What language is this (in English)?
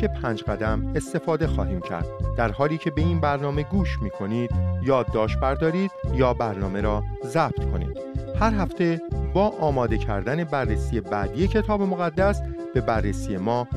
Persian